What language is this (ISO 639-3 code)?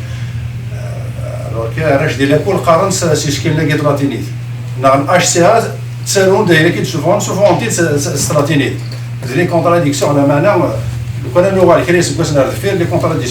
kab